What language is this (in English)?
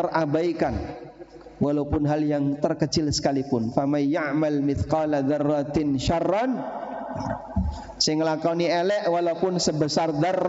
Indonesian